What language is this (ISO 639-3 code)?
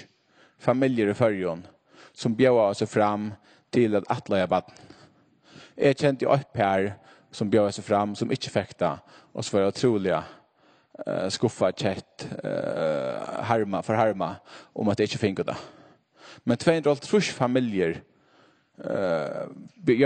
fao